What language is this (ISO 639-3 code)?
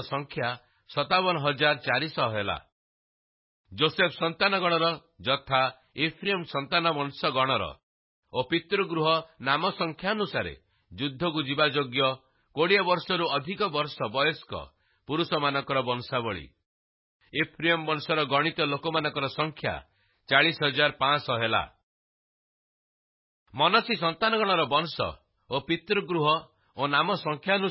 ori